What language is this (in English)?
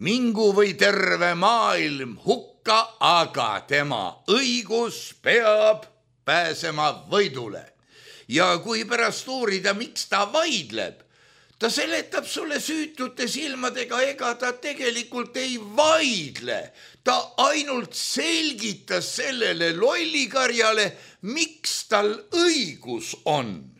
Estonian